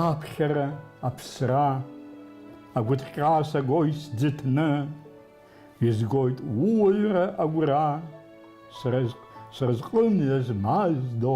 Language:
Abkhazian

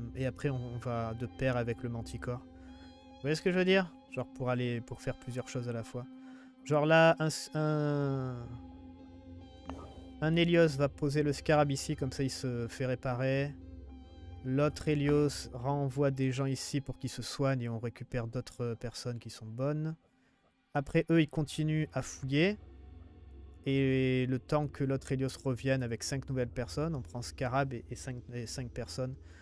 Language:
French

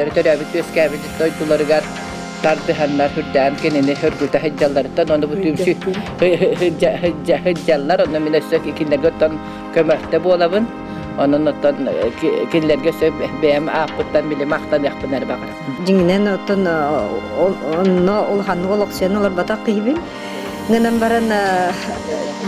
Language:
Yakut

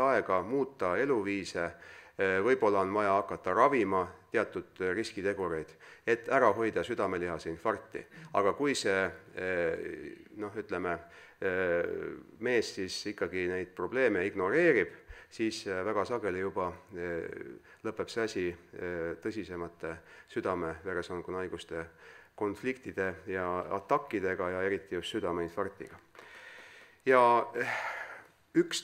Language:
Estonian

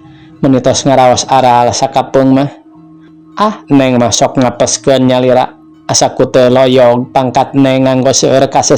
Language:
Sundanese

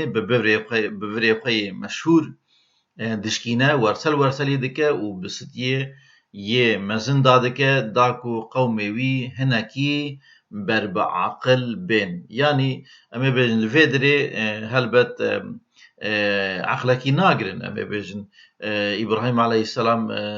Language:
Kurdish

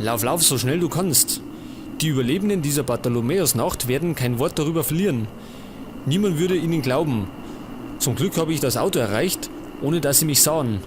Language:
Bavarian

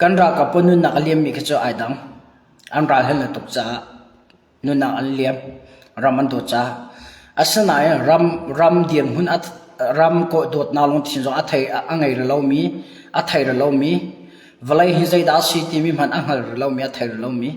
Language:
Hakha Chin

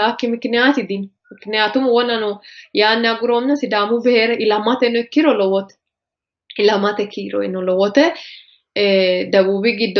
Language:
Sidamo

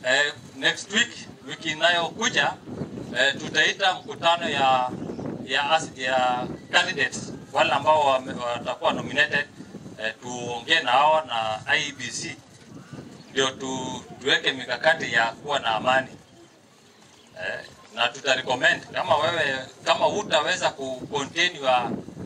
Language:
Swahili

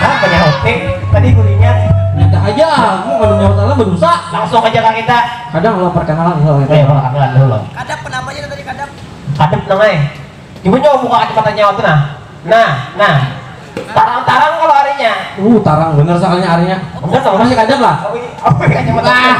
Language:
Banjar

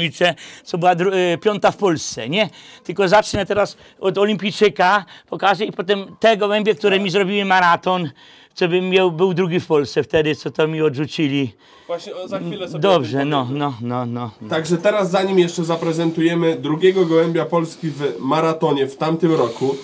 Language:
Polish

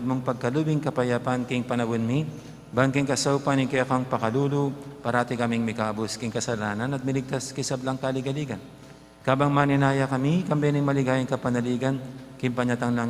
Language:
Pampanga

